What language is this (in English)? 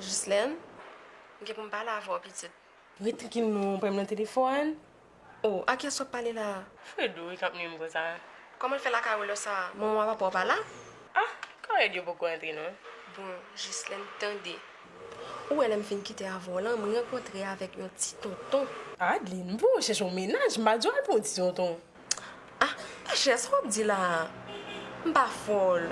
Haitian Creole